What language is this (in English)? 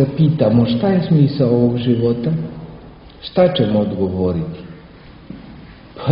Serbian